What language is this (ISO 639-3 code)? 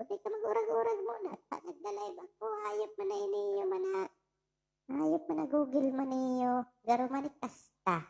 bik